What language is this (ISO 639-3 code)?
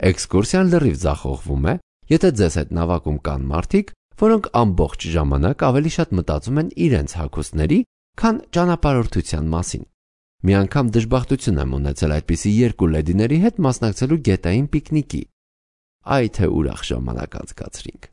hye